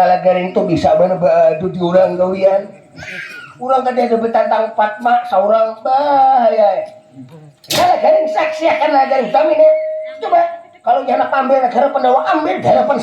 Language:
Banjar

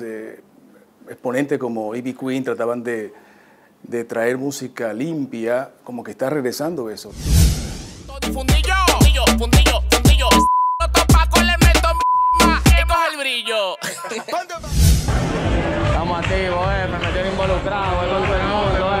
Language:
Spanish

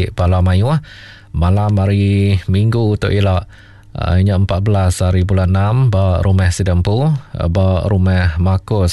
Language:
Iban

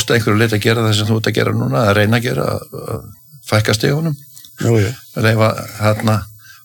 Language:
Icelandic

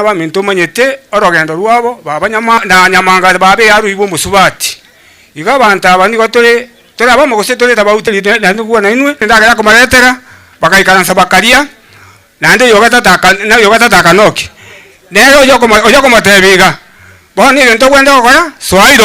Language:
Gusii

